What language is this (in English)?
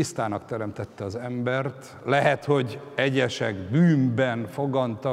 Hungarian